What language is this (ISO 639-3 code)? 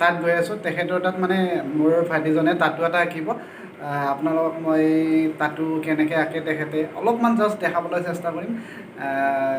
asm